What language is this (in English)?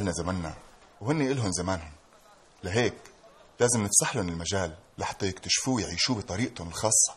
North Levantine Arabic